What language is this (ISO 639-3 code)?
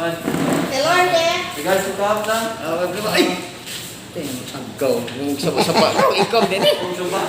ceb